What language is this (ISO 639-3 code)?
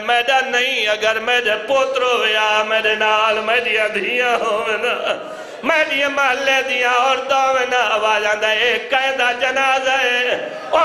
skr